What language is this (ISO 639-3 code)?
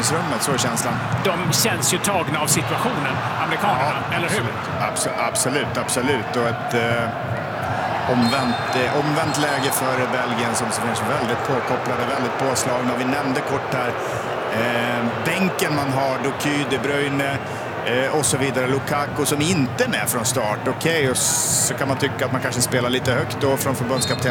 swe